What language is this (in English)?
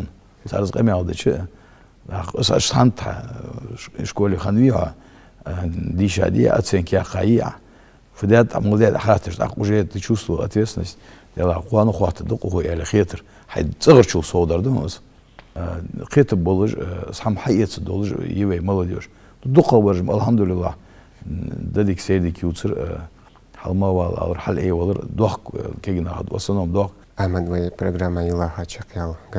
Ingush